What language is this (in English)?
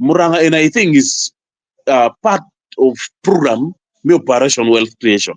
Acoli